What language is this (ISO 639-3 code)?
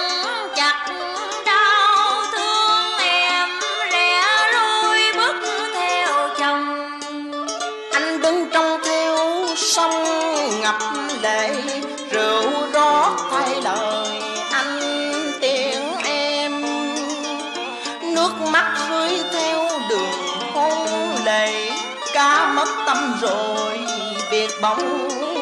vie